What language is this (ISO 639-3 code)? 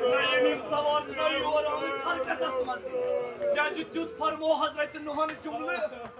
kas